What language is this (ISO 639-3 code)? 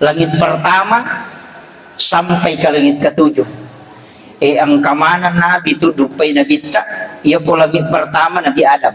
bug